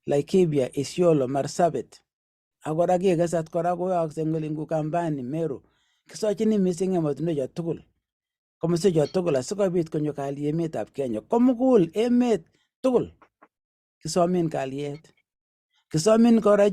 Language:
Kalenjin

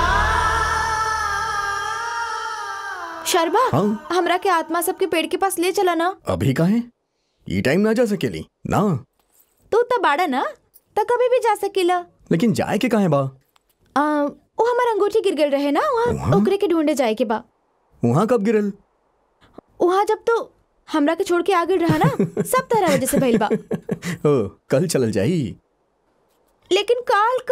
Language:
Bhojpuri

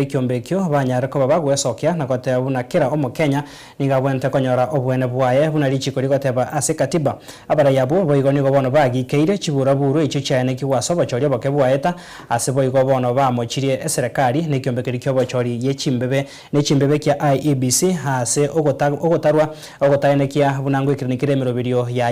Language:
Gusii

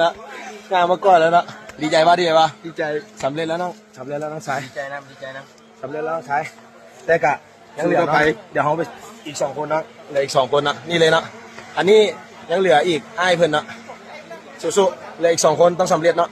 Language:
Lao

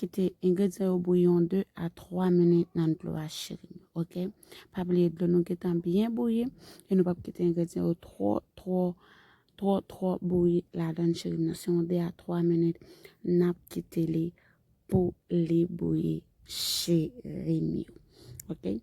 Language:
Haitian Creole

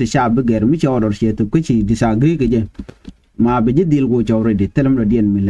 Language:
Nuer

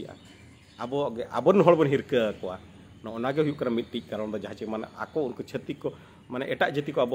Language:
Santali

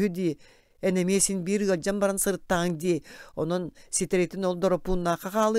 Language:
Yakut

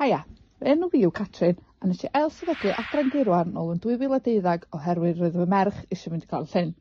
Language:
Welsh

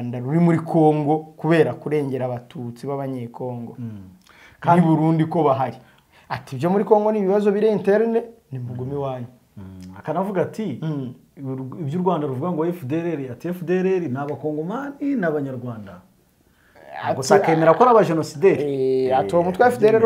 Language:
Kinyarwanda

